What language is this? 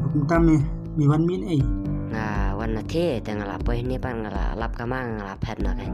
Khasi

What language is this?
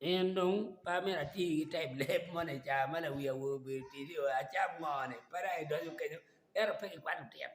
Acoli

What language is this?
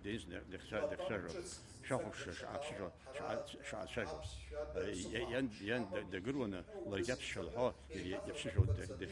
Abkhazian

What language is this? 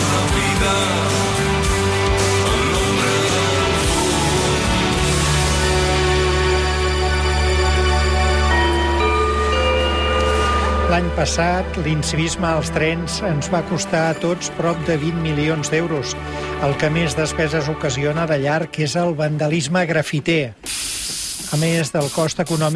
Catalan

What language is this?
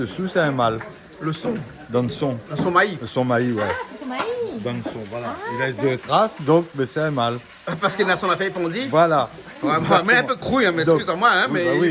Réunion Creole French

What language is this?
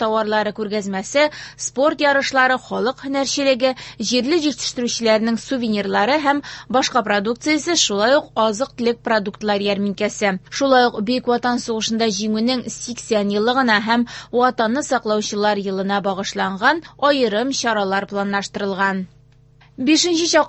Tatar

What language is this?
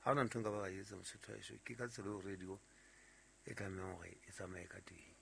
Southern Sotho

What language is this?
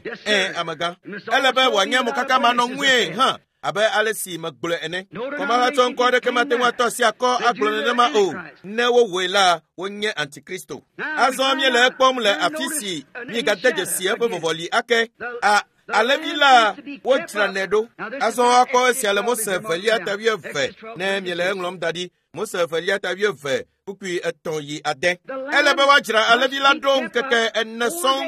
Ewe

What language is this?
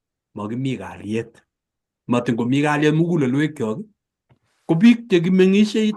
Kalenjin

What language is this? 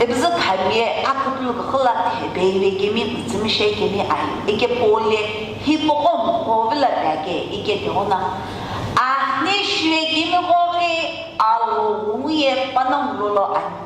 Sumi Naga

